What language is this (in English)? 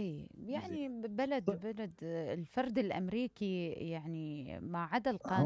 Mesopotamian Arabic